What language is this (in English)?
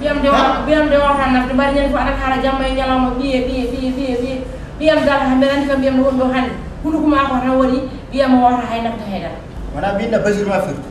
Fula